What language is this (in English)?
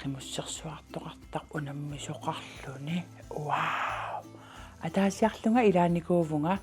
Kalaallisut